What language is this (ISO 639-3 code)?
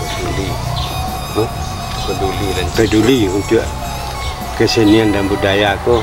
min